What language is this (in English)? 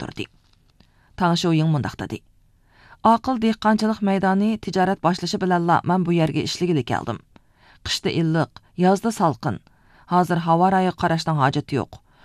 Uyghur